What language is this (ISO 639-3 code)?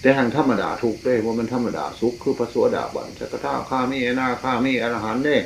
tts